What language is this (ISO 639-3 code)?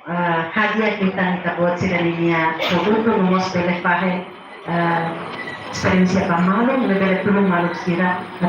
tet